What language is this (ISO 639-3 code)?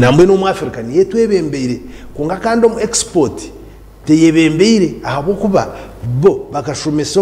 nyn